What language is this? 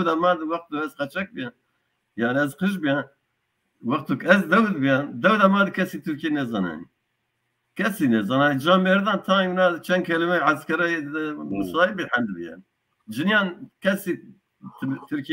Zaza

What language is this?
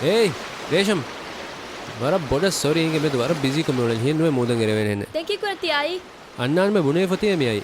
Divehi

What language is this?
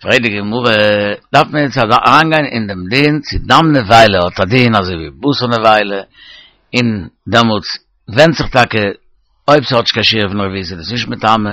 Yiddish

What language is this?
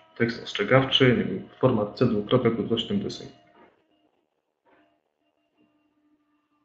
Polish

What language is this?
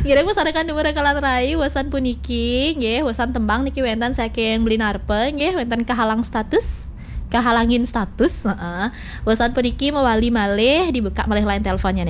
Balinese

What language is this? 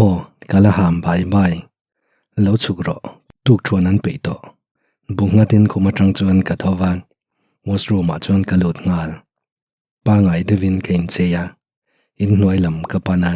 Mizo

